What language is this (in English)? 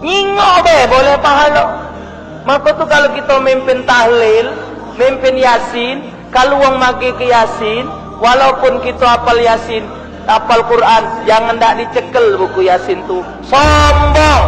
Musi